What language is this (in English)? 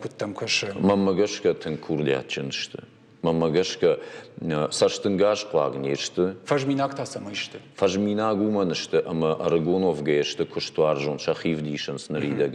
Ossetic